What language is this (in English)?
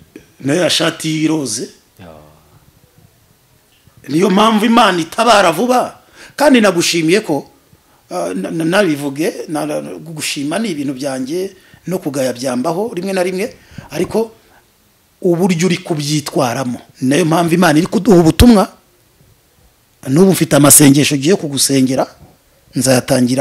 Kinyarwanda